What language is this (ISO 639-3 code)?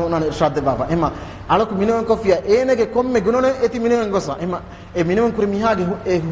div